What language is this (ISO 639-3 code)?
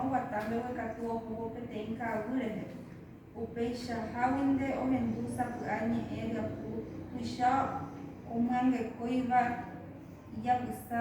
grn